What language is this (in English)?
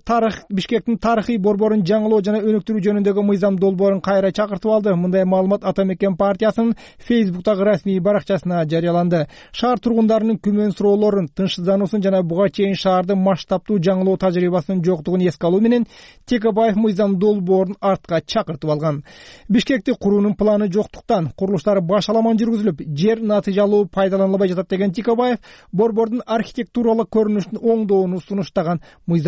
Kyrgyz